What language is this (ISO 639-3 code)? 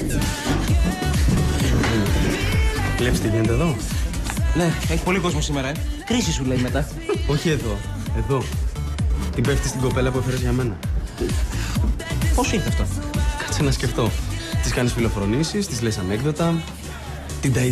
ell